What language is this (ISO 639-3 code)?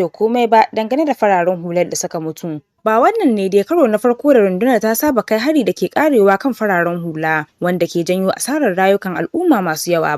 hau